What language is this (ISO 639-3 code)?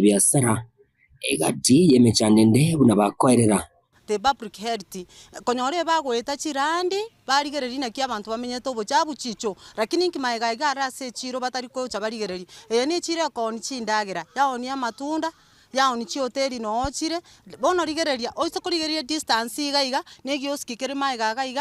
guz